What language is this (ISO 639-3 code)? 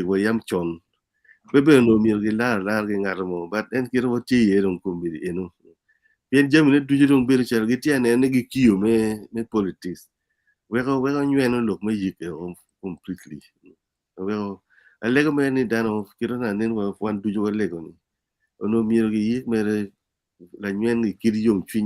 ach